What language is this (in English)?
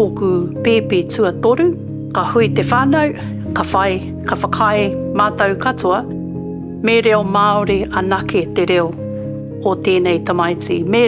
Māori